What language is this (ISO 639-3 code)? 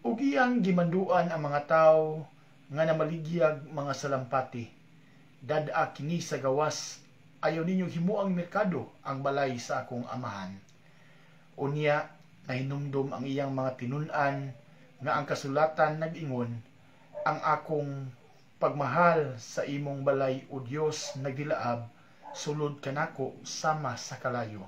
ceb